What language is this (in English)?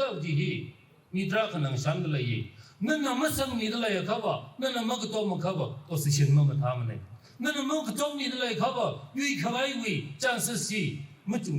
Tangkhul Naga (India)